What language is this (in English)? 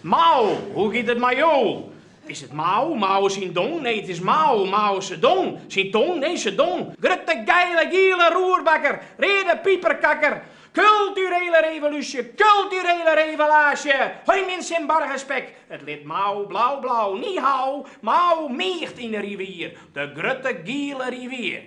Western Frisian